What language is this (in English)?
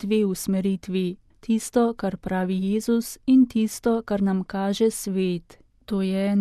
Slovenian